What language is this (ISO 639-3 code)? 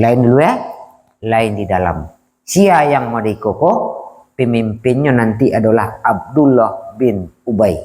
min